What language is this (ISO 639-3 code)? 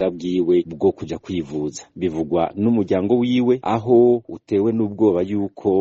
run